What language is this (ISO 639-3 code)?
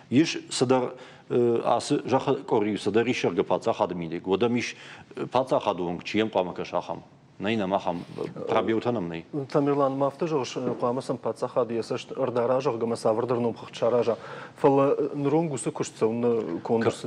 oss